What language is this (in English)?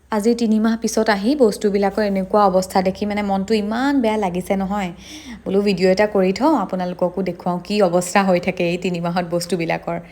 Assamese